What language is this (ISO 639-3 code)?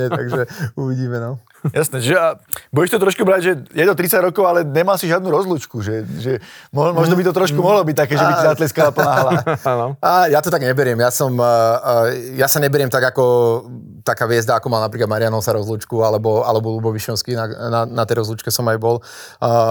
slk